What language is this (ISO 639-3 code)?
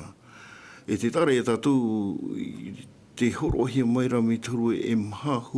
tah